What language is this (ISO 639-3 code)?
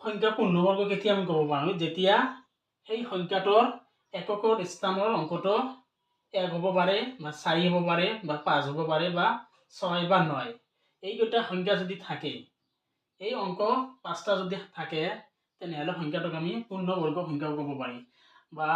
asm